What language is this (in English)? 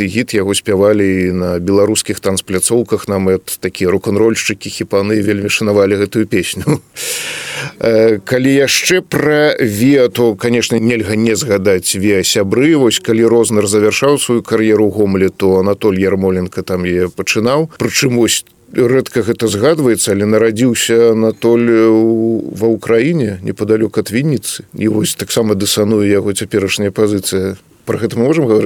Belarusian